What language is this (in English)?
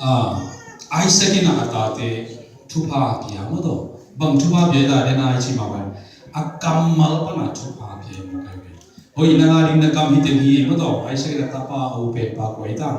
Tedim Chin